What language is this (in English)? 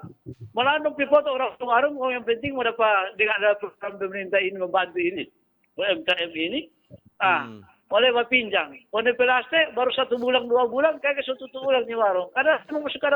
Manado Malay